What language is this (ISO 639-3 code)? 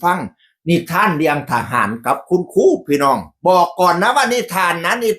tts